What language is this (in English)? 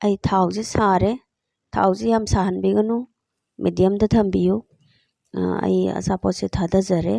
Manipuri